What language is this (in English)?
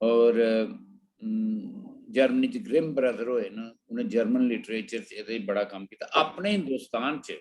Dogri